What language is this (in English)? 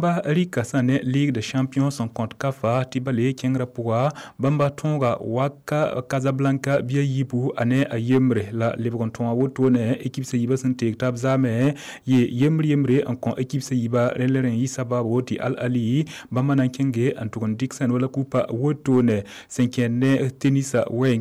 Mossi